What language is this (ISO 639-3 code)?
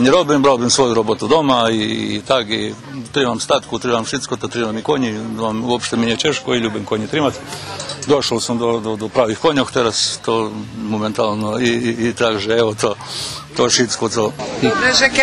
rue